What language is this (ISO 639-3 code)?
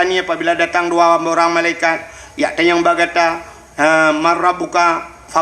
ace